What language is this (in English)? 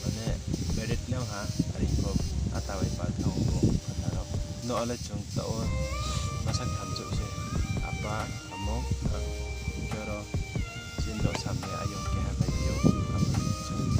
Riang (India)